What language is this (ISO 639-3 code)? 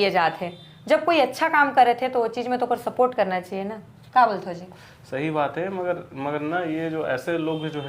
hne